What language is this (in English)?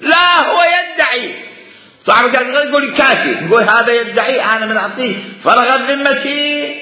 Mesopotamian Arabic